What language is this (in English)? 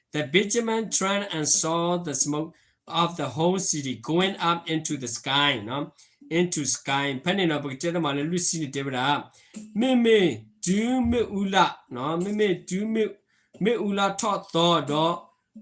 S'gaw Karen